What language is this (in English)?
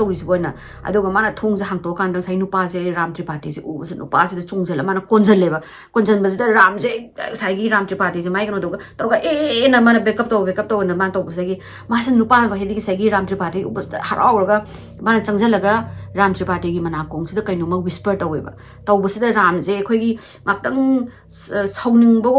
Manipuri